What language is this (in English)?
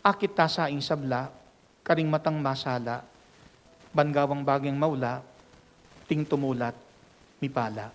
Pampanga